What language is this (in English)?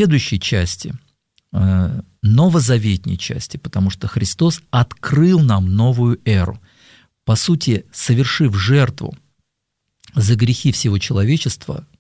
Russian